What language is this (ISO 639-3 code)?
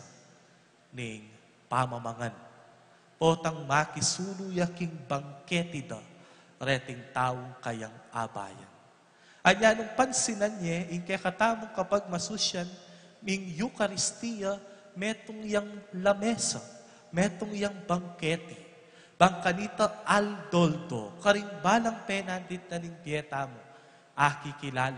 pam